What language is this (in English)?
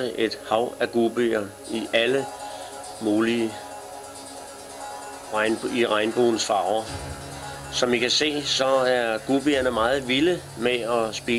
Danish